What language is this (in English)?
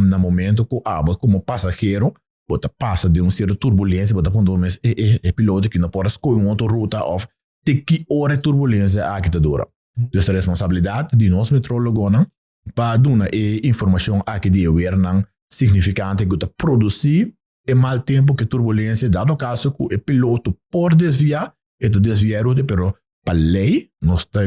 Papiamento